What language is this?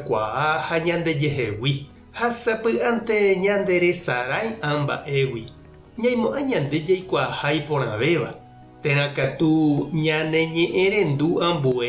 Guarani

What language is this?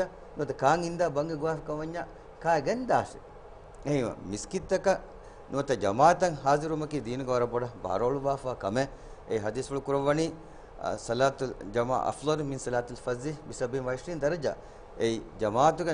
Divehi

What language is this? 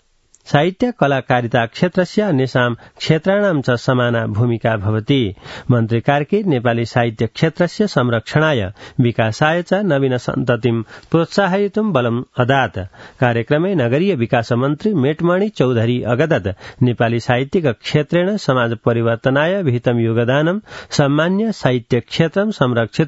Sanskrit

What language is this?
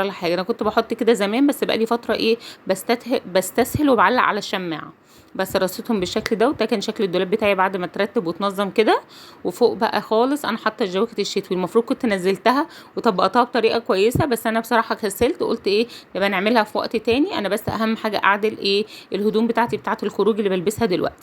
Egyptian Arabic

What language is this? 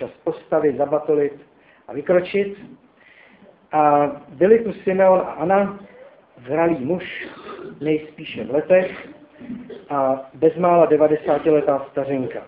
Czech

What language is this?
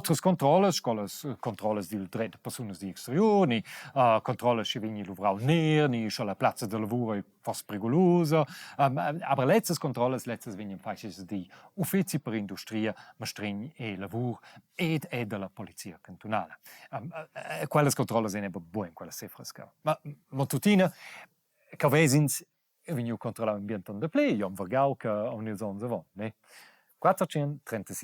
Romansh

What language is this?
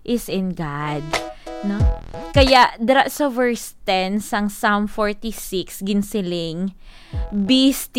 Hiligaynon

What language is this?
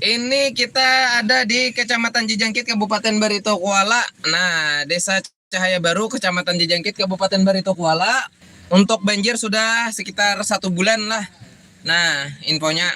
Banjar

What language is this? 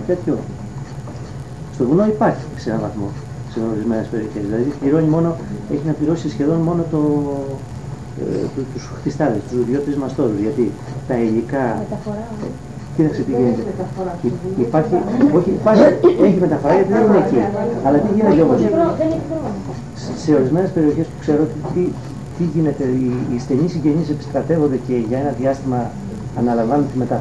Greek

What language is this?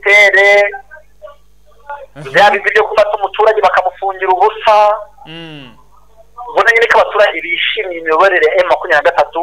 Kinyarwanda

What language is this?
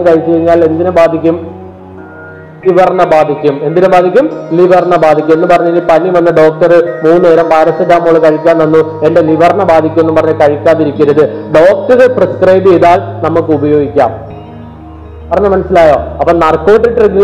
Malayalam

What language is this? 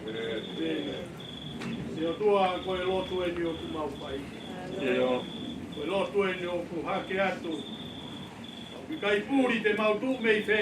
Tongan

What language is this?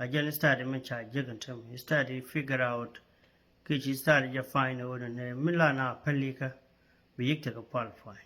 Nuer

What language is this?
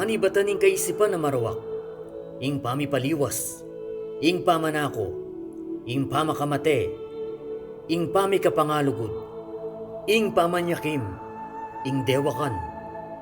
Pampanga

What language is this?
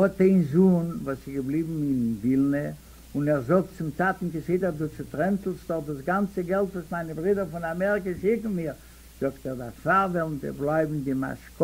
Yiddish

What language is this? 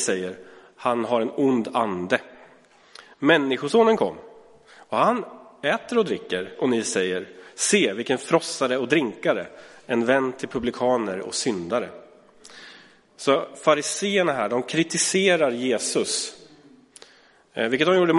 Swedish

